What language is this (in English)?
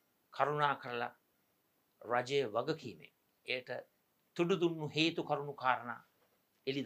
Sinhala